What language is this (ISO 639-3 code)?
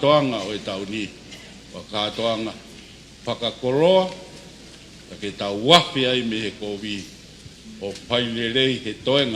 ton